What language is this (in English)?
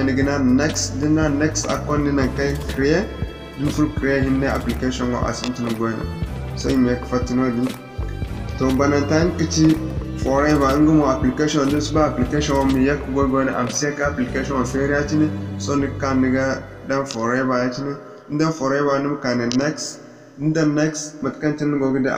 Zarma